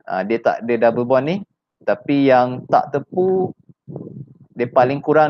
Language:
Malay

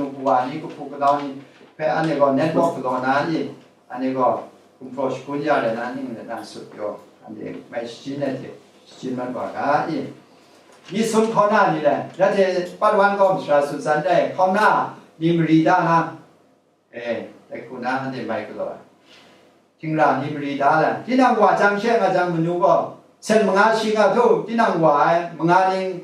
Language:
Kachin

